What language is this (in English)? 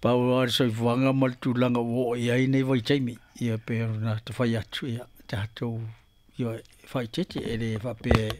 Samoan